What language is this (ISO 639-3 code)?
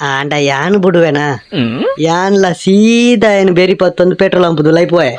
tcy